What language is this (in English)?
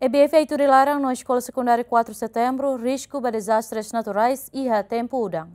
Tetum